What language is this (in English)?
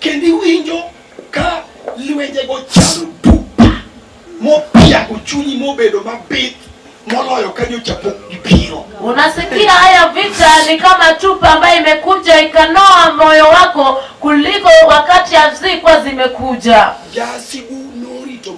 Luo (Kenya and Tanzania)